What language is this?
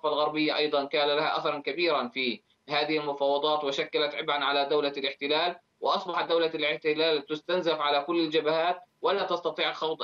Arabic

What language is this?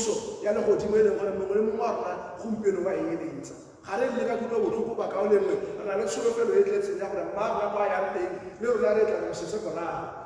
Tswana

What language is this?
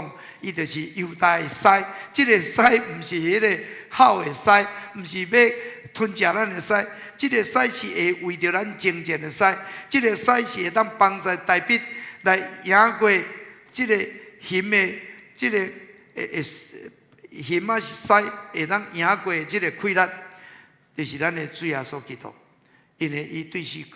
Min Nan Chinese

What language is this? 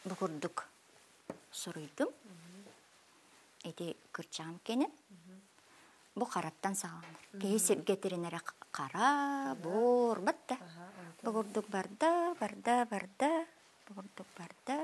Yakut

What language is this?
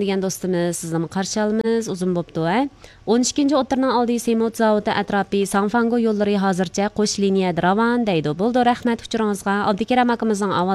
Uyghur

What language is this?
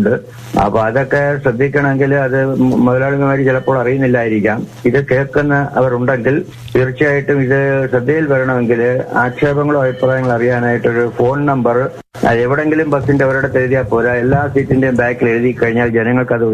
Malayalam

